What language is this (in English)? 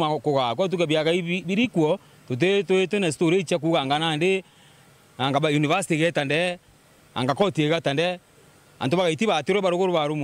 Meru